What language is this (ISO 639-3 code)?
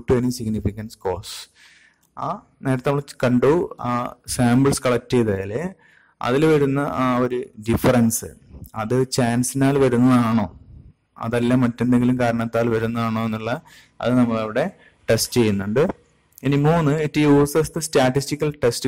mal